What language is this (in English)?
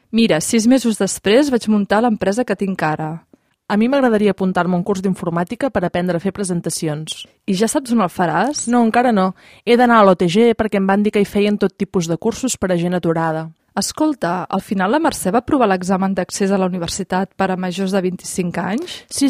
Catalan